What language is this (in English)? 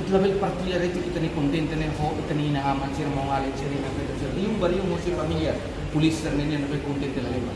Tetum